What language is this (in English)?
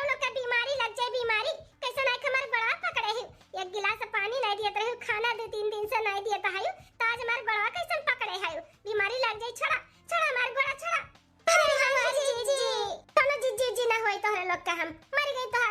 Awadhi